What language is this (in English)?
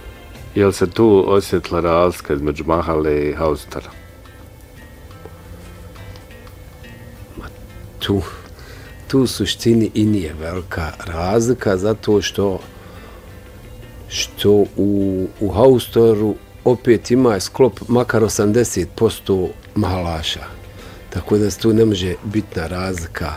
Bosnian